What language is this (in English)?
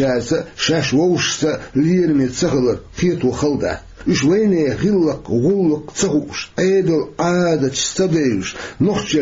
Chechen